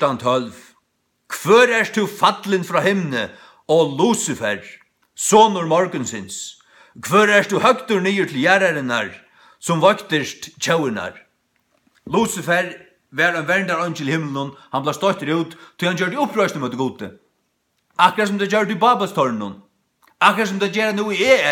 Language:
Faroese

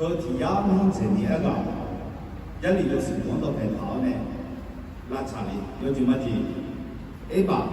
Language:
Akha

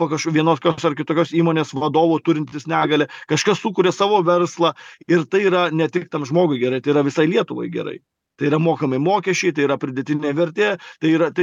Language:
Lithuanian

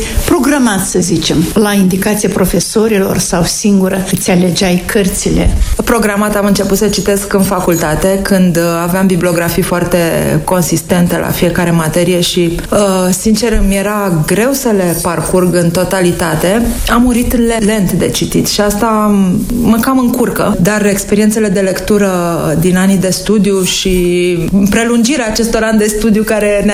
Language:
Romanian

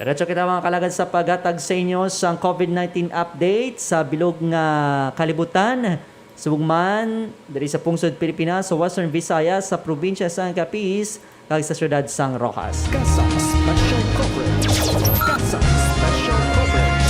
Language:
Hiligaynon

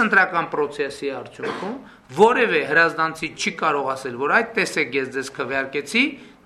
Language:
Armenian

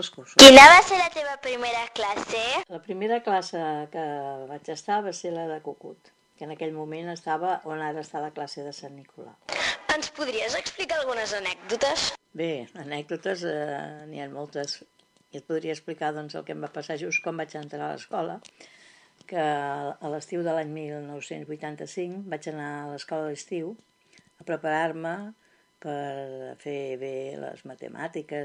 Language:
Catalan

